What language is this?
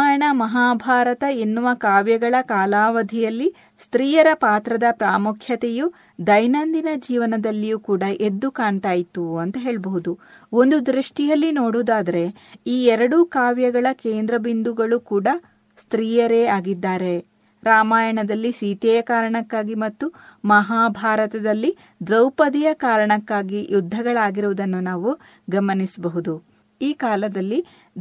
Kannada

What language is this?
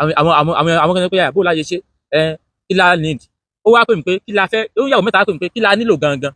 Yoruba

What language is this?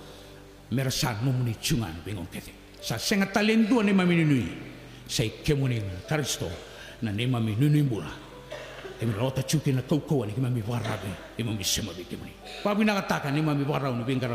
Fijian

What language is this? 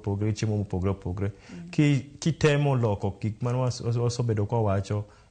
Luo (Kenya and Tanzania)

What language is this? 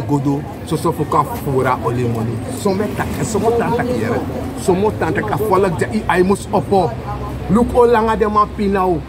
Sranan Tongo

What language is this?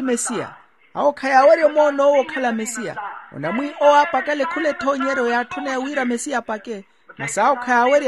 Makhuwa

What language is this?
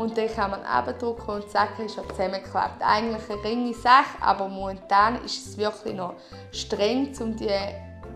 Swiss German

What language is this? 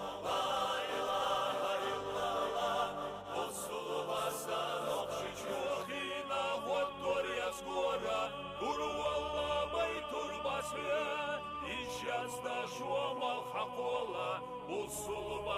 Chechen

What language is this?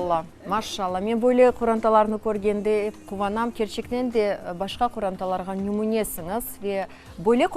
Crimean Tatar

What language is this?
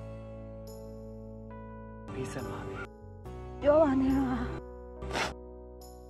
Burmese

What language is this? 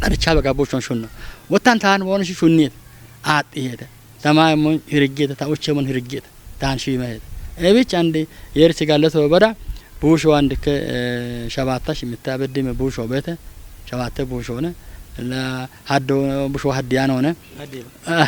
Kafa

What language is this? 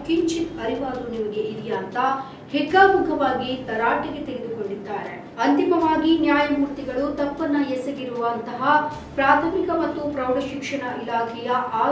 Kannada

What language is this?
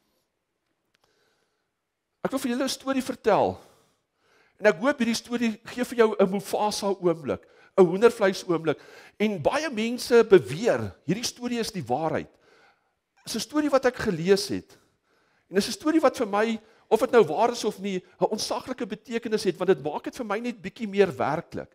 Afrikaans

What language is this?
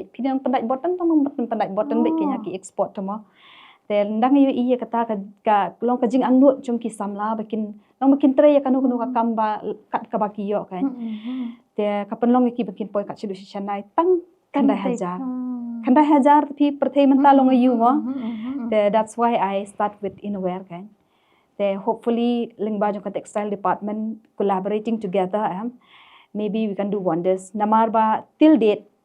Khasi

